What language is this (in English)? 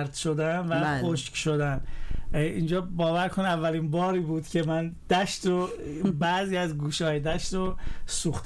Persian